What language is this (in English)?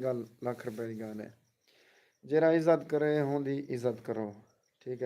Saraiki